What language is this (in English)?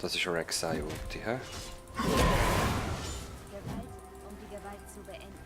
Swiss German